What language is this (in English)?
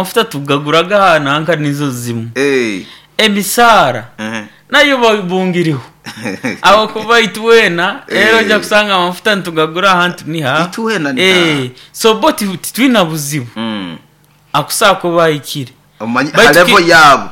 Nyoro